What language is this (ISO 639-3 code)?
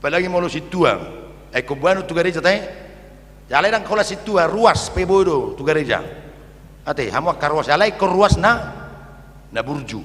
bbc